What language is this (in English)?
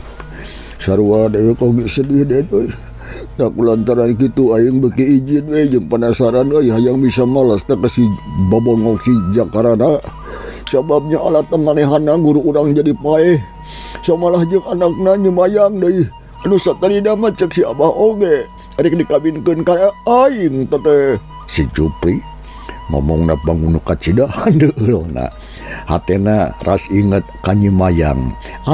Sundanese